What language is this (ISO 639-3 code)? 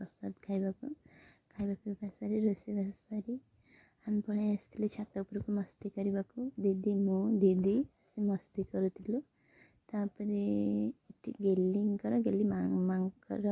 ori